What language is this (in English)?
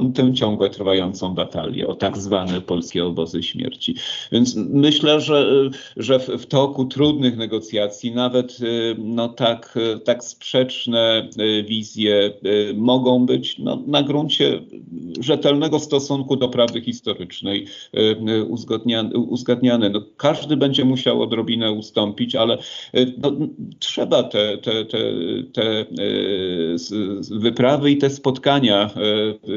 Polish